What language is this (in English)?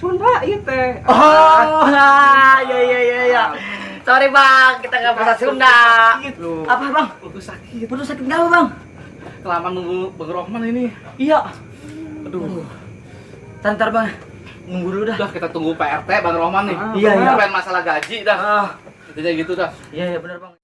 Betawi